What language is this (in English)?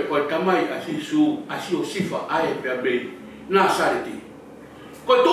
Tongan